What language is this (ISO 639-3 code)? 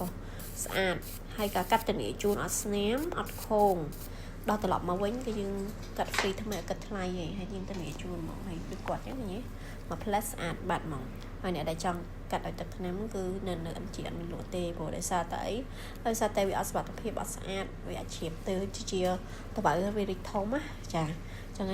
khm